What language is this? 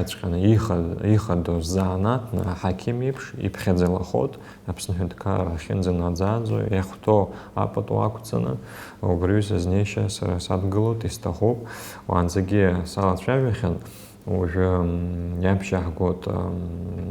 Abkhazian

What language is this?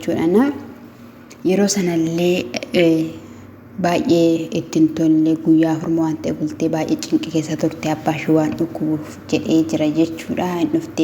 Oromo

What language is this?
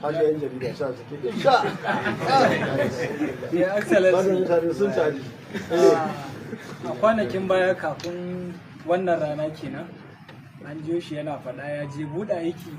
Hausa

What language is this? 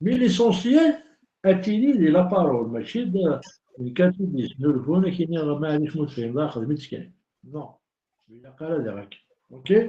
Kabyle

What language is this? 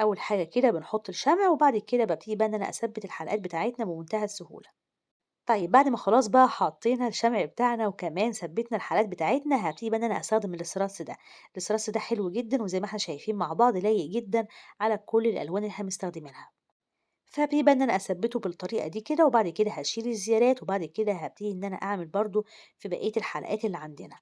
Egyptian Arabic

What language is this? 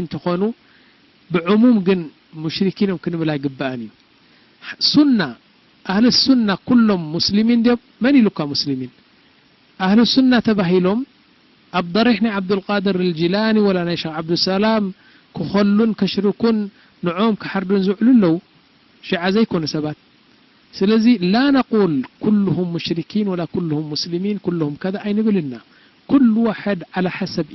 Tigrinya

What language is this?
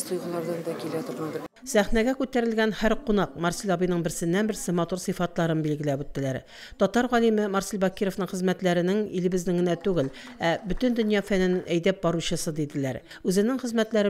Tatar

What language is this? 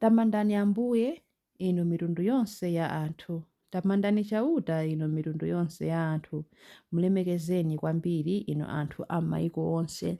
Nyanja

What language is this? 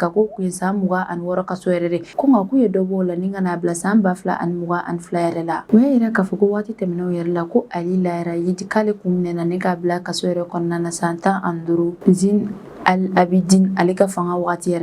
Bambara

